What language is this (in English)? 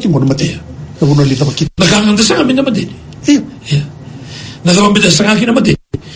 Fijian